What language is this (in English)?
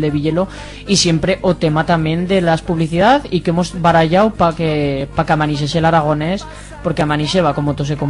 Aragonese